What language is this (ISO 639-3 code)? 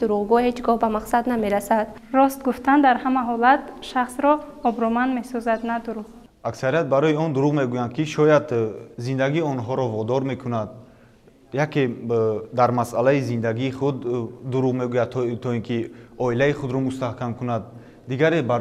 tgk